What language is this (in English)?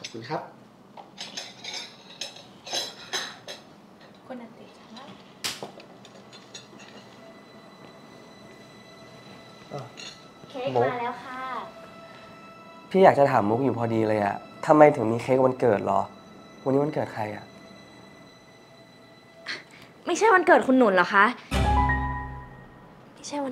Thai